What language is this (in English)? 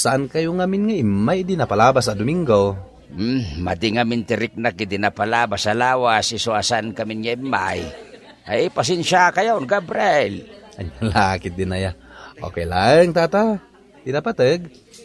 Iloko